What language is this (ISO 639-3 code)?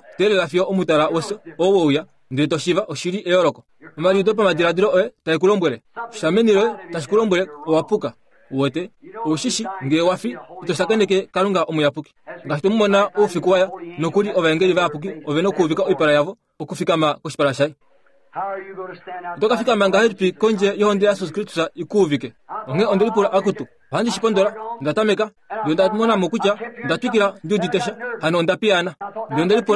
kua